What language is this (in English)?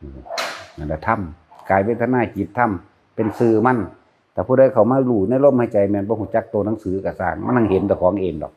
Northeastern Thai